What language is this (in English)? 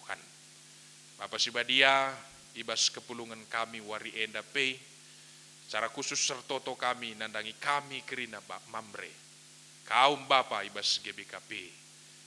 Batak Karo